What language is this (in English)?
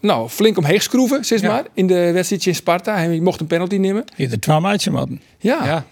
Western Frisian